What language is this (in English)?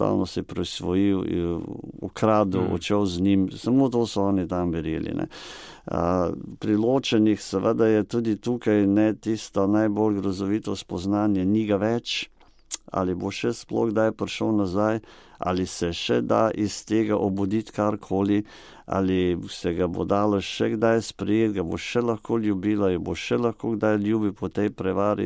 Slovenian